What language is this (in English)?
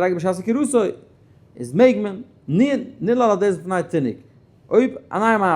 Yiddish